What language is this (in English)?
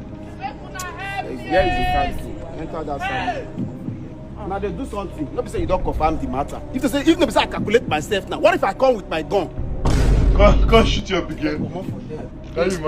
Nigerian Pidgin